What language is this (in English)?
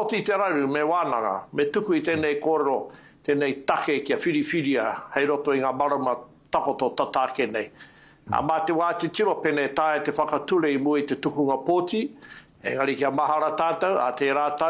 Māori